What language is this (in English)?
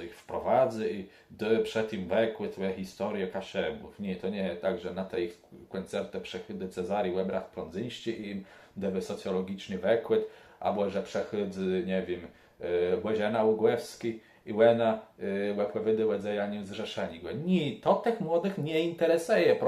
Kashubian